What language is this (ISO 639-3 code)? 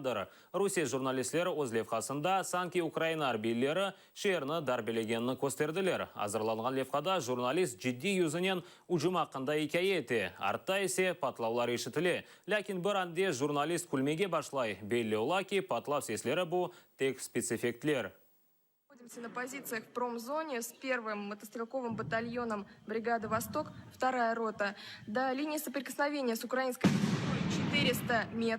crh